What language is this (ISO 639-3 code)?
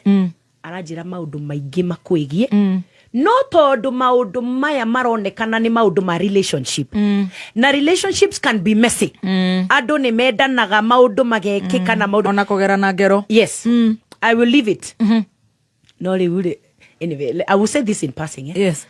kik